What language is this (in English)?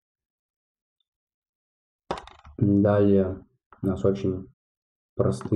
Russian